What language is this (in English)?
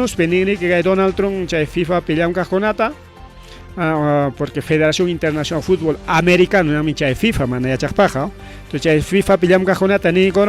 Ayacucho Quechua